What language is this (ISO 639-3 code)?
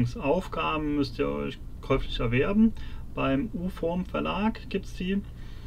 deu